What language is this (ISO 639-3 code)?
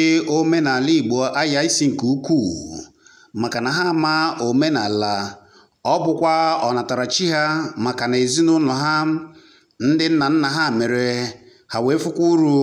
ibo